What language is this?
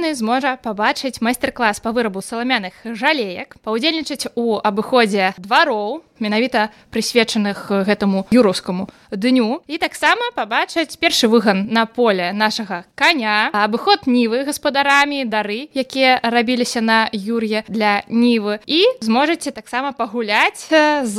Belarusian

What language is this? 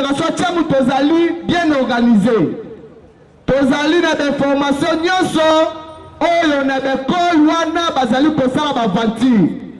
Lingala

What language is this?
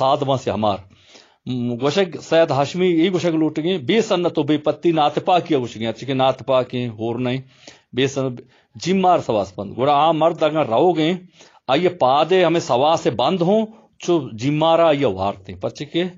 Baluchi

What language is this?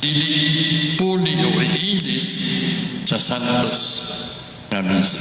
Cebuano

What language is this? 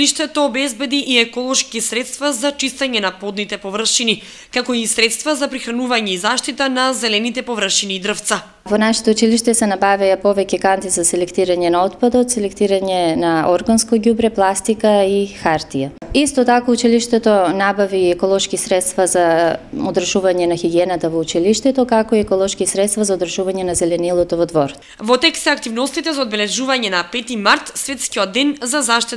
Macedonian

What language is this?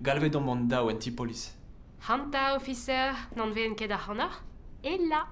Breton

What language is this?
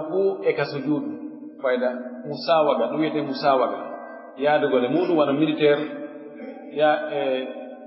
Pular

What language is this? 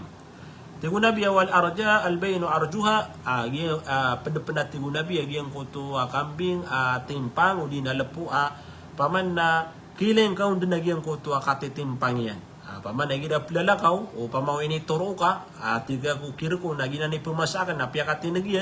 Maranao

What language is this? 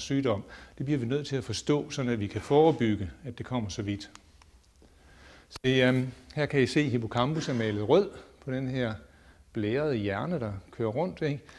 Danish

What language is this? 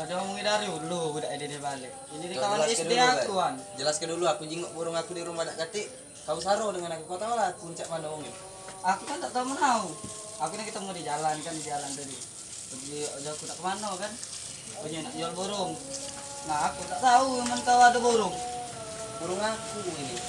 Musi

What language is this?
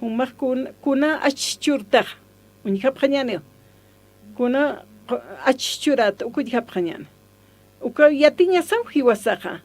Aymara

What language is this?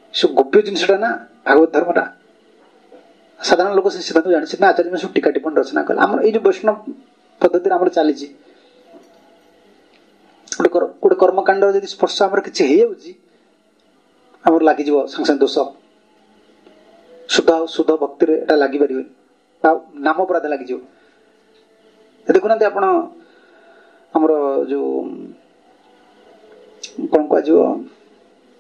Odia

